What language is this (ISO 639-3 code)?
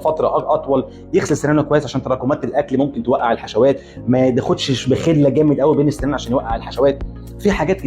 arz